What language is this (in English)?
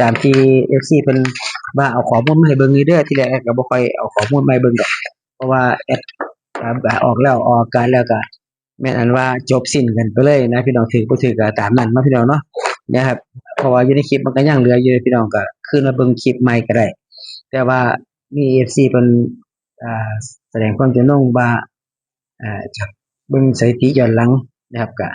Northeastern Thai